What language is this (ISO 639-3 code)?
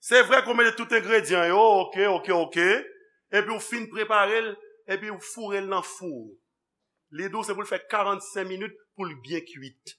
hat